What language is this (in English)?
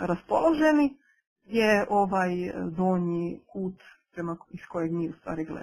Croatian